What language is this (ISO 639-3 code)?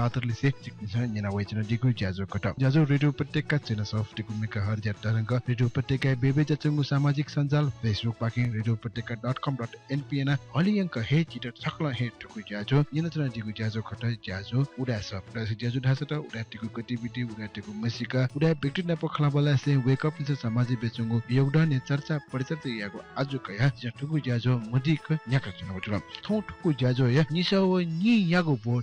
new